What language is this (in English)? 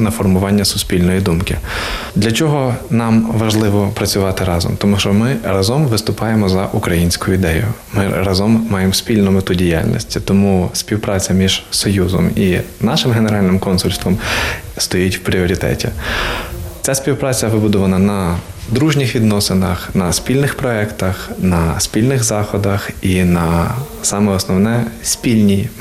Ukrainian